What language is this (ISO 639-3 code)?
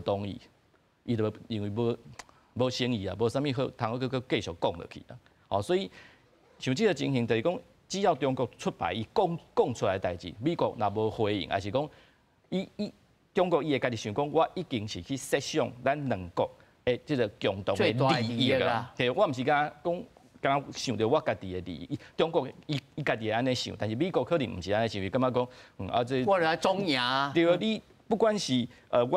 nan